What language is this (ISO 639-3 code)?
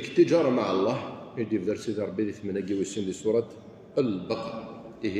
kab